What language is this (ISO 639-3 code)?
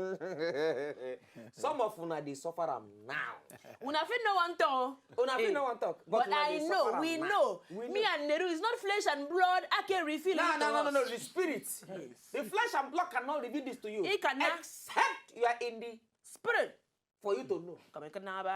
pcm